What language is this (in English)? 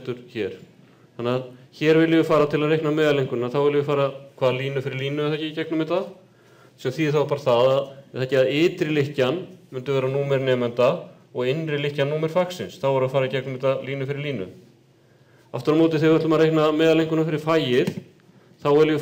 Icelandic